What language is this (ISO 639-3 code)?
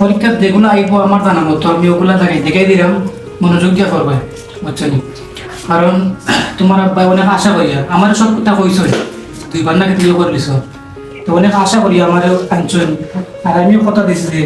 syl